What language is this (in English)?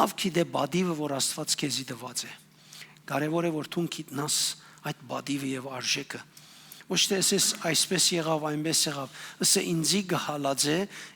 Western Armenian